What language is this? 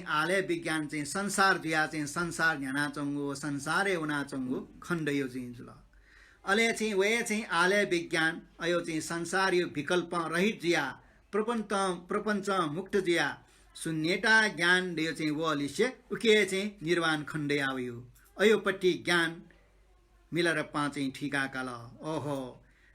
Newari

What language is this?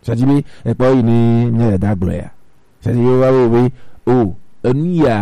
Gen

